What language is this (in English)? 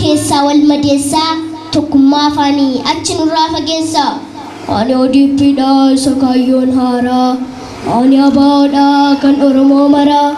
Oromo